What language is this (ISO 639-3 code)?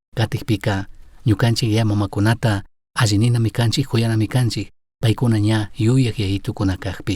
qug